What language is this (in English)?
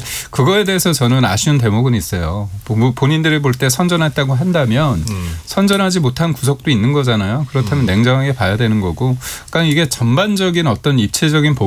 Korean